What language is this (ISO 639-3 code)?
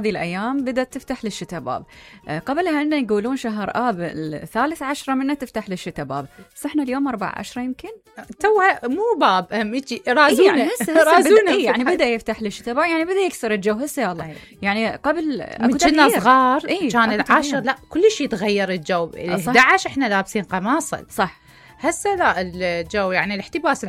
acm